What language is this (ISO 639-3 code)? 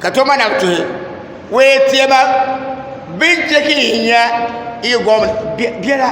dag